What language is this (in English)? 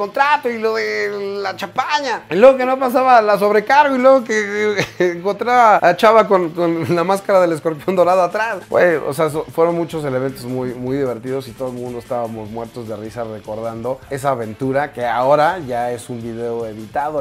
Spanish